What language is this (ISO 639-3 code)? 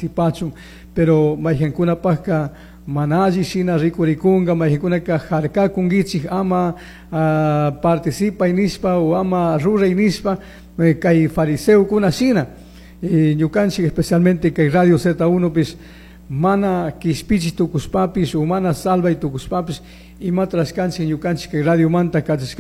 qug